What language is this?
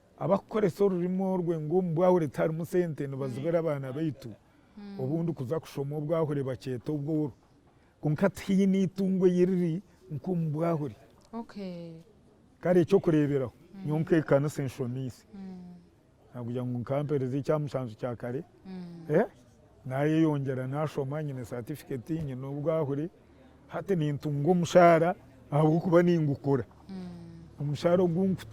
Nyankole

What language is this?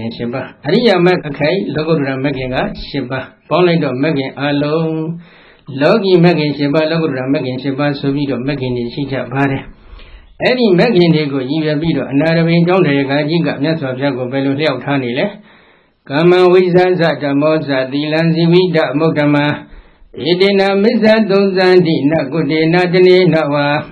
Burmese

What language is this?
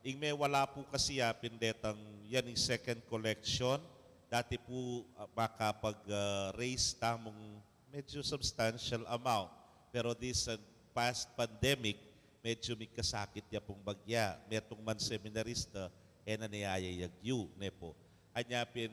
Pampanga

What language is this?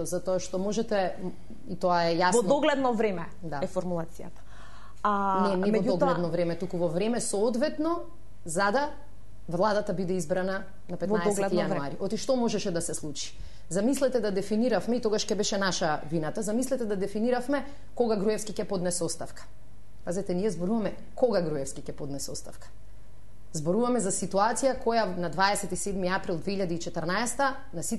Macedonian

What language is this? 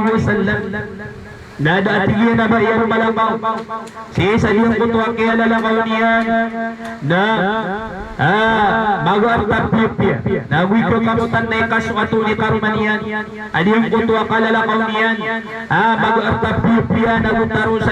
Maranao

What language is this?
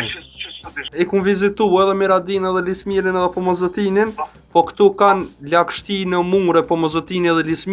Albanian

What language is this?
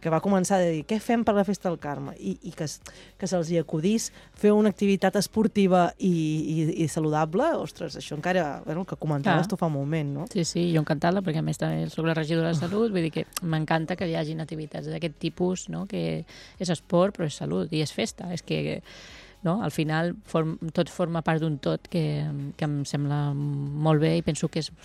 Catalan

